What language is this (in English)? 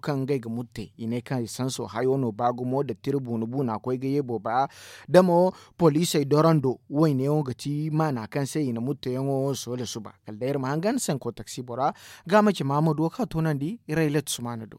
Zarma